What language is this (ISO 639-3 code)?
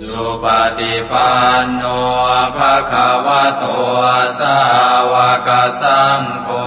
pli